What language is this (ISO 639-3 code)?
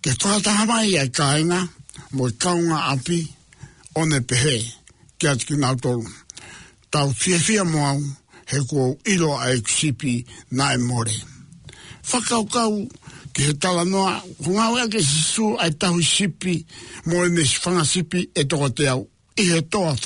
ton